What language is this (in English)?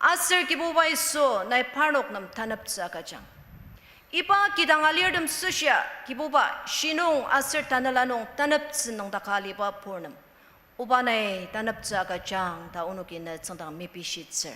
Ao Naga